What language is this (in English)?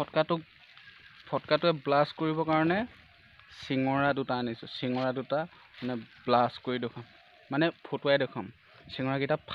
Assamese